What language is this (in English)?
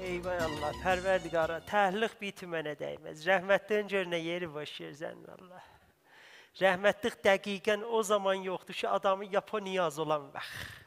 South Azerbaijani